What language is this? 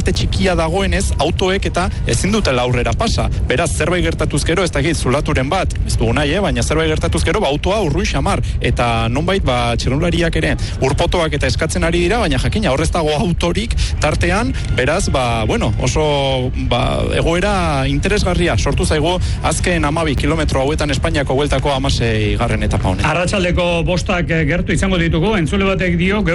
Basque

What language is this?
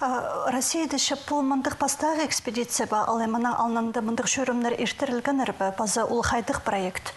Khakas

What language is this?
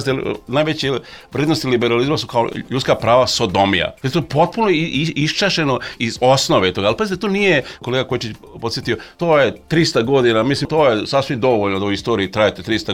Serbian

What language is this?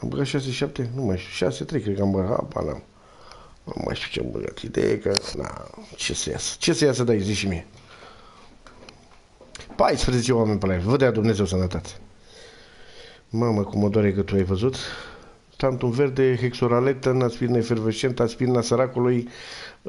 Romanian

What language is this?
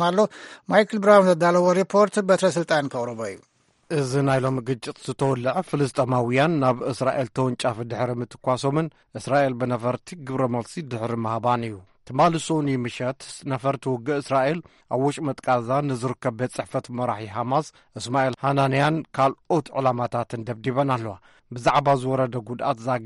Tigrinya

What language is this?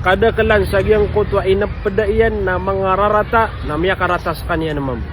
Maranao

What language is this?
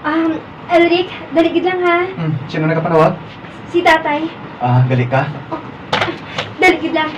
Hiligaynon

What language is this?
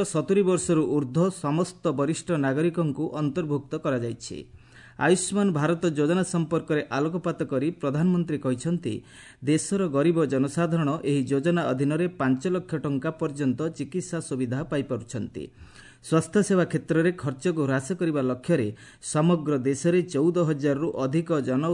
Odia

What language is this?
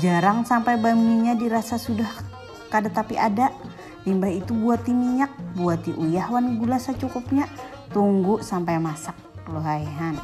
Banjar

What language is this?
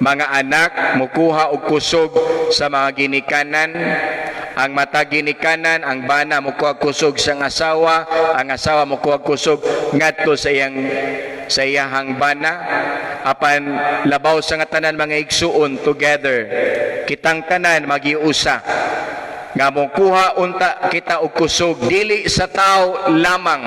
Cebuano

